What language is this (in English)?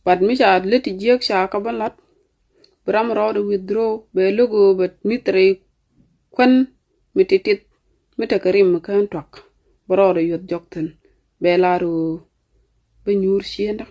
Nuer